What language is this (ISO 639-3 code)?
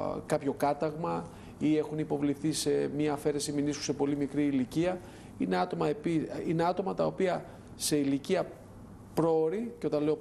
ell